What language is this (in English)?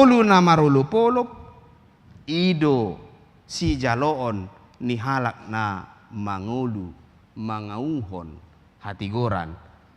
Batak Toba